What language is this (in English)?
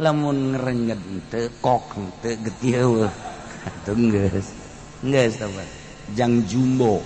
Sundanese